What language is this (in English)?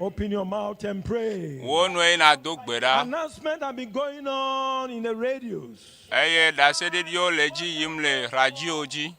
Ewe